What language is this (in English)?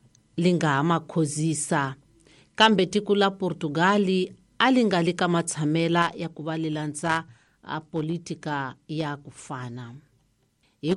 Tsonga